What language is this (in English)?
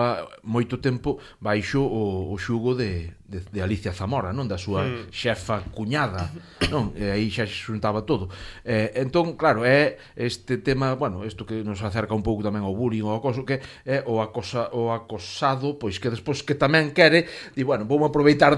Galician